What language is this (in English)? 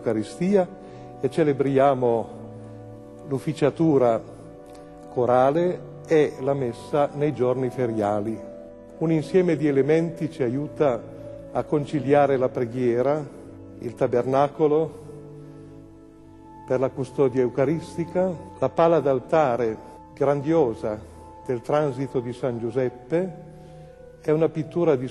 Italian